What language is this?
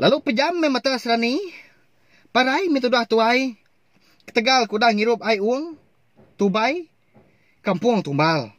Iban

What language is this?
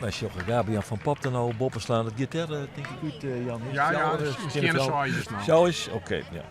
Western Frisian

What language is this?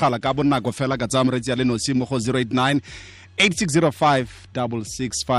Tswana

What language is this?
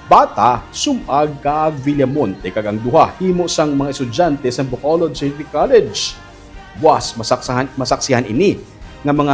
Hiligaynon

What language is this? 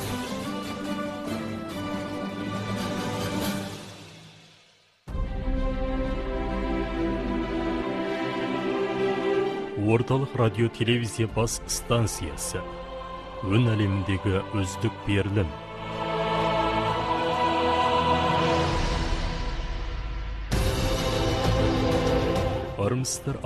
Kazakh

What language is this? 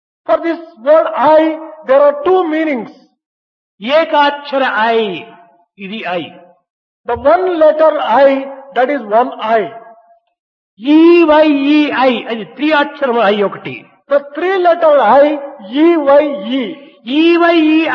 Telugu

